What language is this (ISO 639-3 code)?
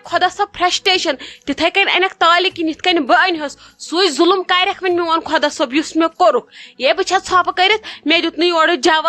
kas